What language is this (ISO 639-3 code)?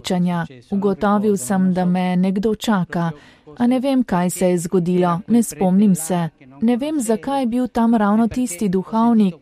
slv